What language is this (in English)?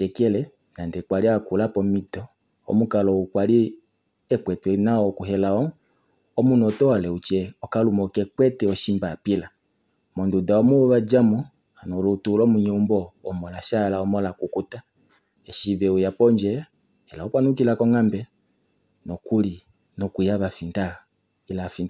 Kuanyama